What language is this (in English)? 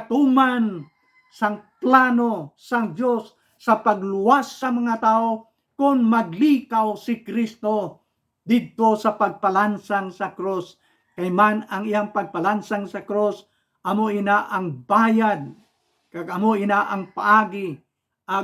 Hiligaynon